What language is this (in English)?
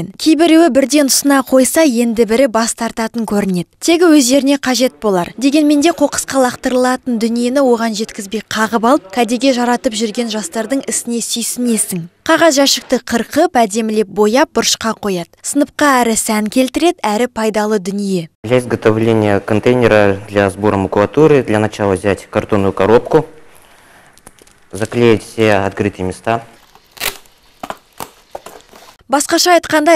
Kazakh